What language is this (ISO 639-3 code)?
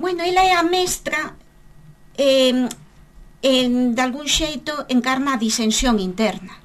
glg